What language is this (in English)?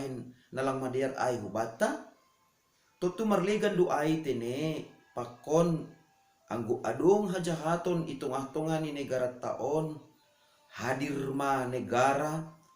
Batak Simalungun